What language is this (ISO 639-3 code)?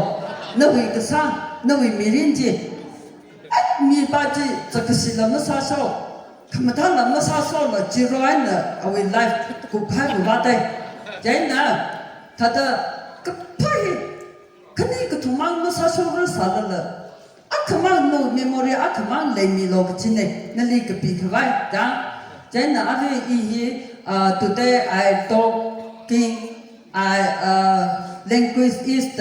nmf